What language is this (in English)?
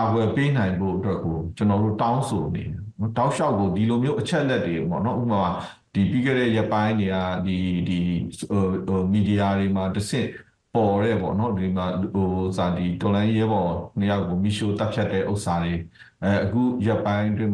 Burmese